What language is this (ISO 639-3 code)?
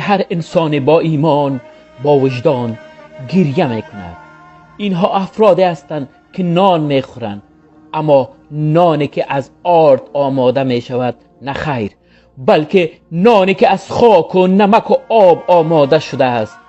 tgk